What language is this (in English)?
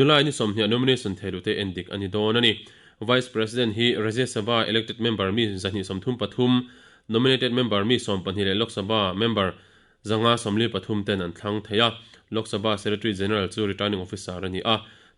Mizo